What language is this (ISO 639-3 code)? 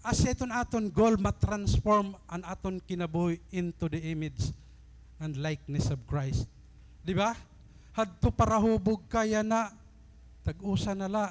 war